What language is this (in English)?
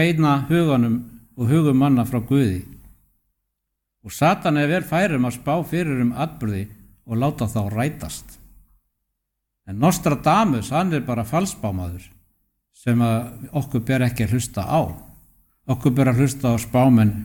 Icelandic